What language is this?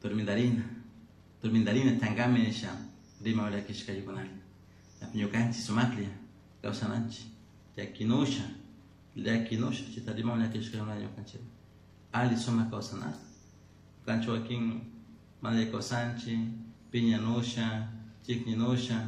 Chimborazo Highland Quichua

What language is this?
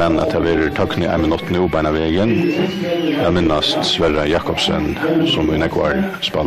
Faroese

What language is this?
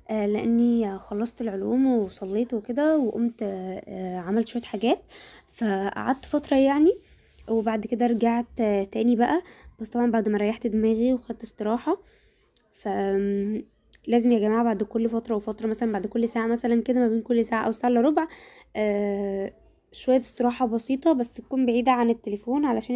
Egyptian Arabic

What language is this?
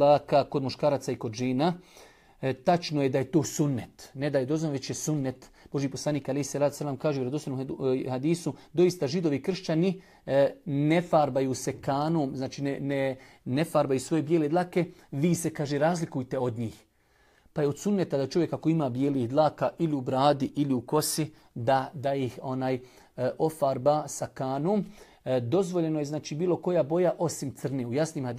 Bosnian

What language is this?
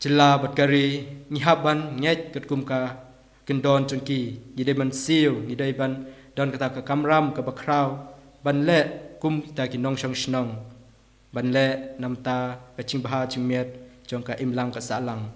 Khasi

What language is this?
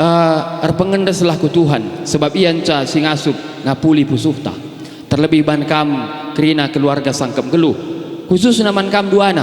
Batak Karo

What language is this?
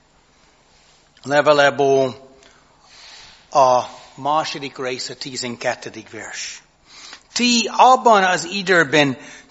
Hungarian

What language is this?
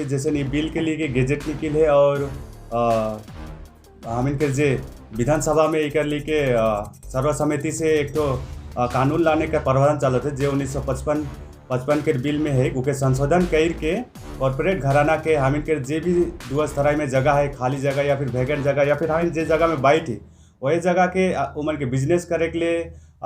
Sadri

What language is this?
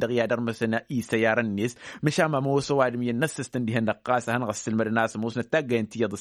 Tamasheq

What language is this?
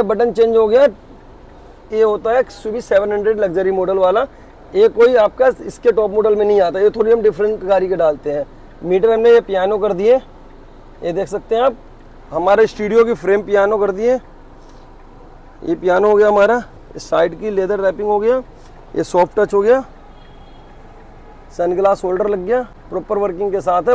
Hindi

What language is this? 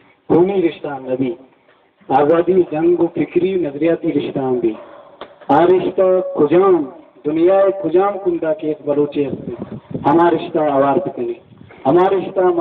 Baluchi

